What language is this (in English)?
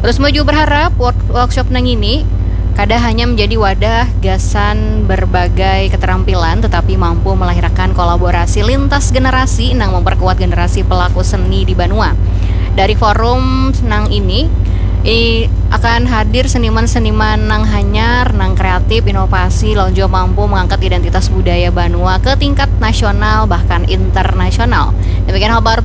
Banjar